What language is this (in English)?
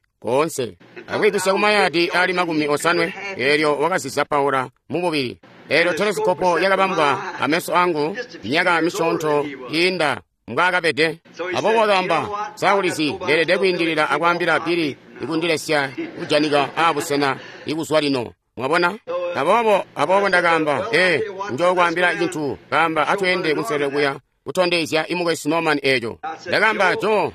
Tonga (Zambia)